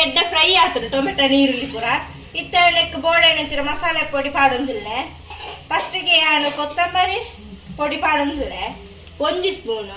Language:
Tulu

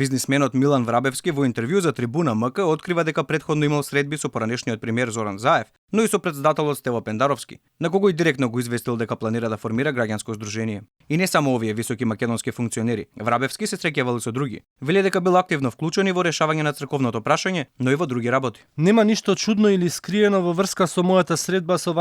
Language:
Macedonian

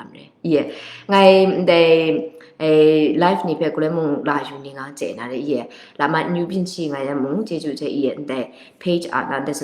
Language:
Kachin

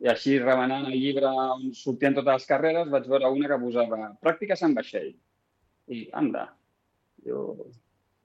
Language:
Catalan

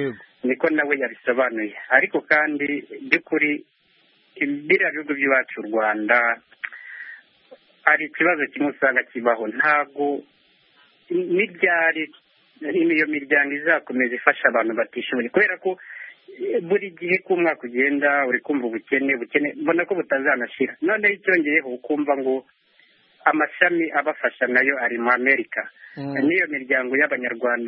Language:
Kinyarwanda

